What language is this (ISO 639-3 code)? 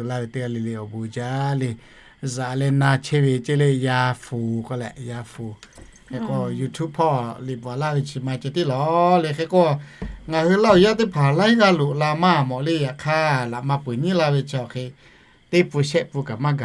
lhu